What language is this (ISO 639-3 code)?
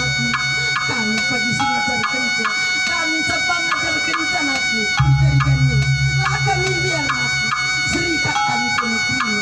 btx